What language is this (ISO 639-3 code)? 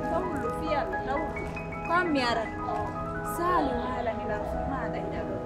fuf